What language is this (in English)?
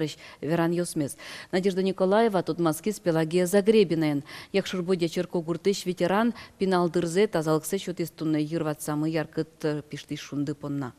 Udmurt